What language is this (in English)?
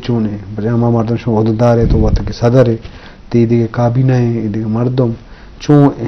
Eastern Balochi